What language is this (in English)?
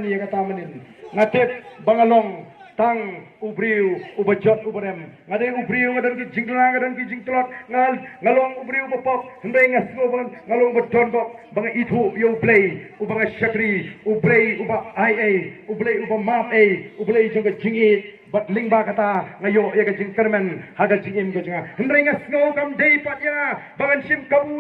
Khasi